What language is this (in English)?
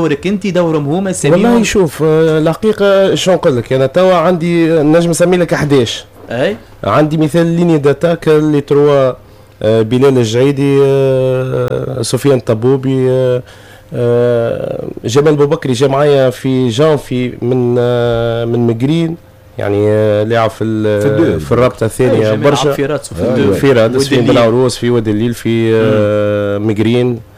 Tunisian Arabic